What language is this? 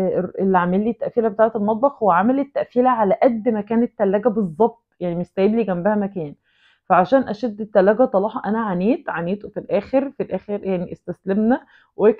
Egyptian Arabic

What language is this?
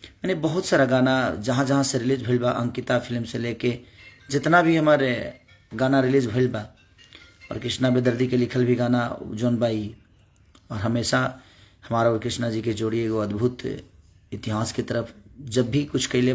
Bhojpuri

